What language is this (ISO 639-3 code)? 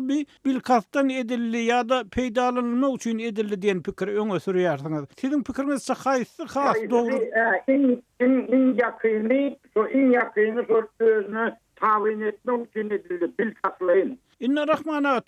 tuk